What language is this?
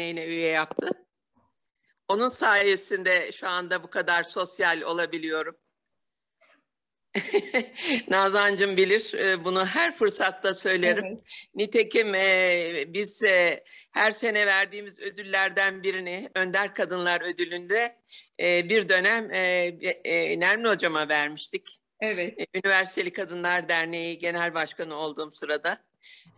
Turkish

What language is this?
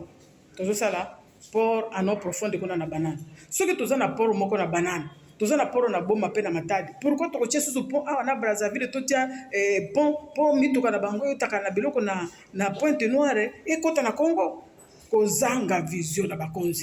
Lingala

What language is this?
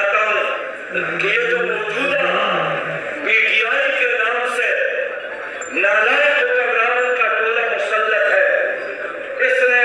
Urdu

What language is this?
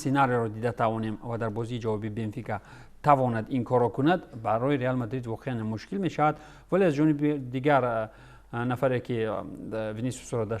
Tajik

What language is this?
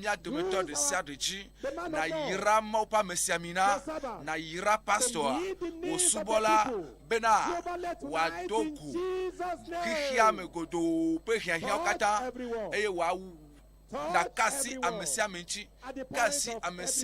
Ewe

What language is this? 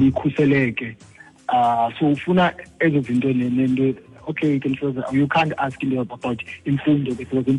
Xhosa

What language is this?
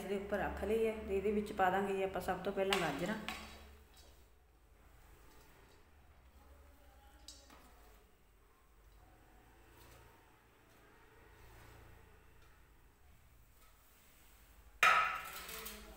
Punjabi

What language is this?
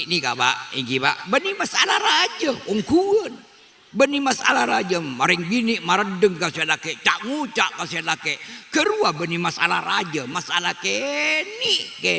Madurese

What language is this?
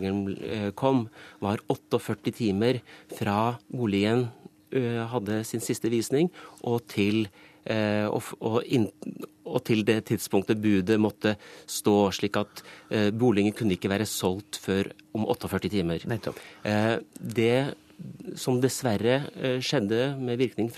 Norwegian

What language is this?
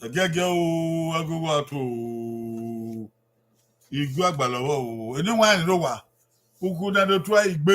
Bini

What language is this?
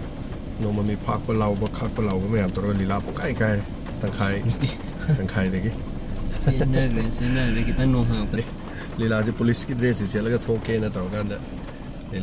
Manipuri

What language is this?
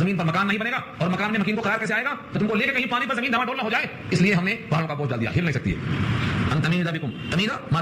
Urdu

